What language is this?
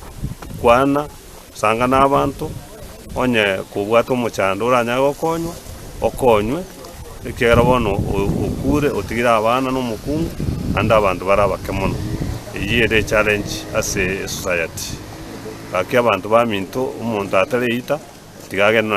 Gusii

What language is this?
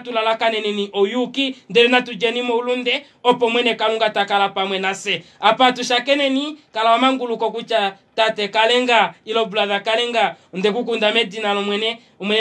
Kuanyama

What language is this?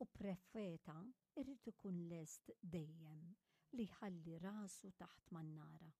Maltese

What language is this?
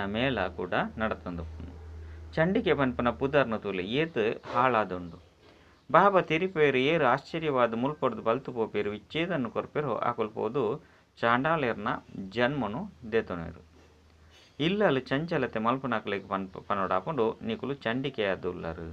Tulu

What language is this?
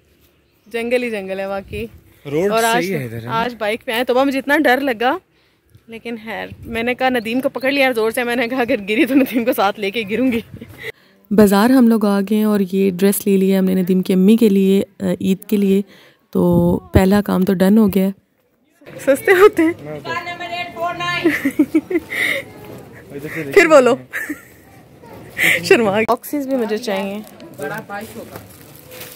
Hindi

